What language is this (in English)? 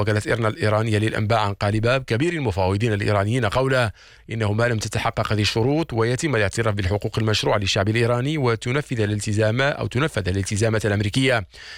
Arabic